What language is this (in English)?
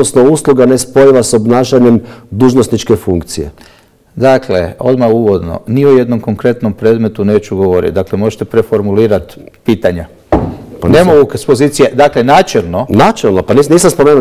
Croatian